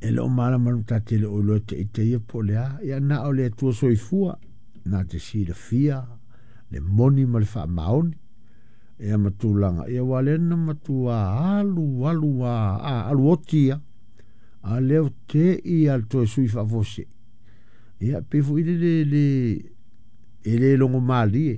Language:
Samoan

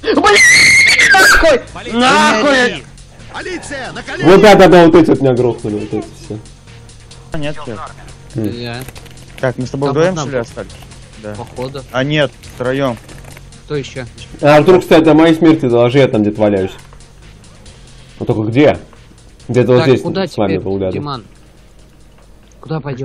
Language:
Russian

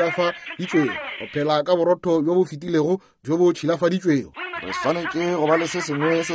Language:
Northern Sotho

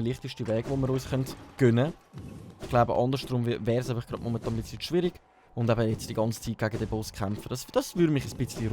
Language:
Swiss German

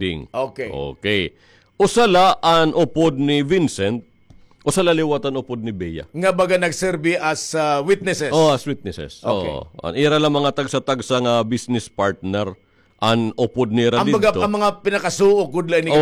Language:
Waray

